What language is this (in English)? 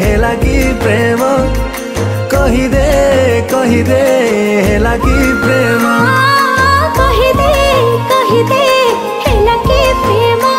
Odia